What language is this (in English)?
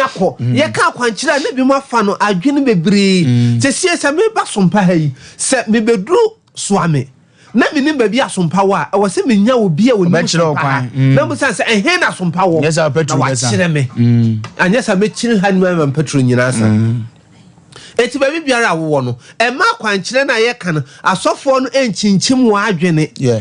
Akan